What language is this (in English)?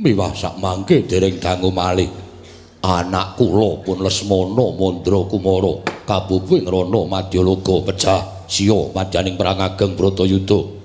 Javanese